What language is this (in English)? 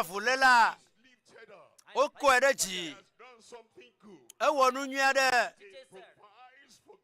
Ewe